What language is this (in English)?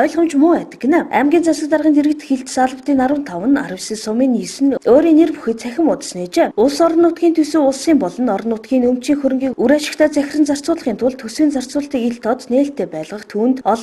Mongolian